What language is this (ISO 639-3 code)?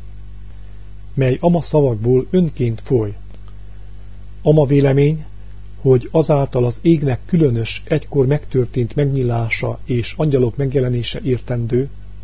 hun